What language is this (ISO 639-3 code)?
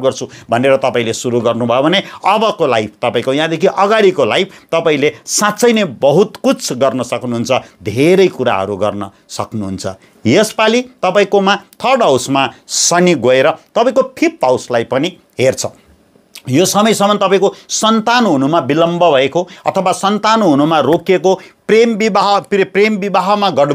nep